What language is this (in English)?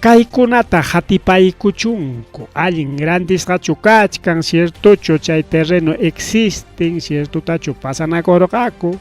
Ayacucho Quechua